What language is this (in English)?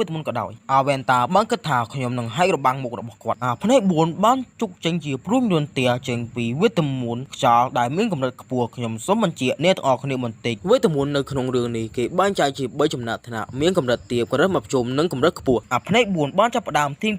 Khmer